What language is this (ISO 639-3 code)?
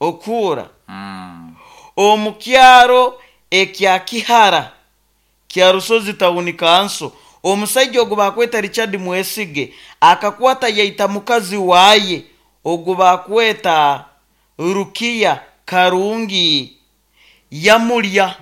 nyo